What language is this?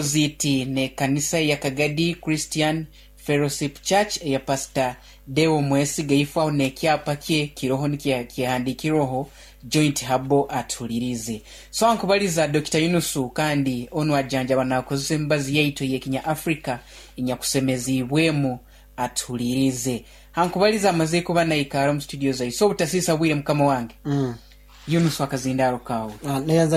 Nyoro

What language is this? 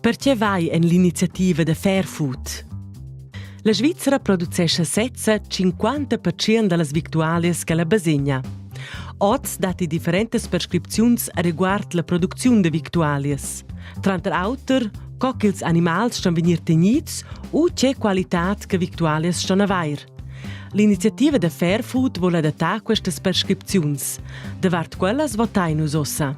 Romansh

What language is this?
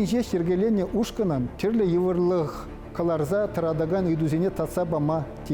Chuvash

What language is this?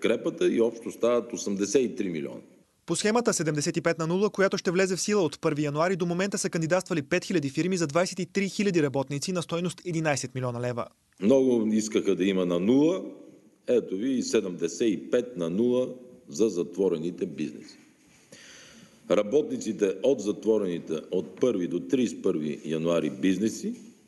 Bulgarian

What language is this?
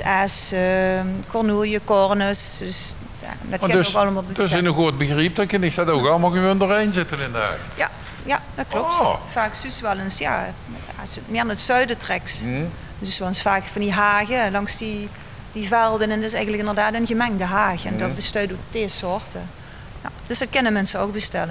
Limburgish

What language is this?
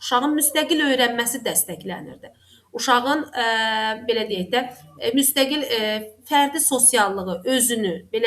Azerbaijani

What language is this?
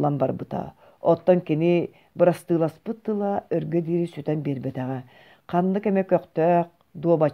Yakut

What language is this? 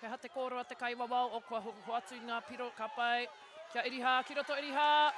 Māori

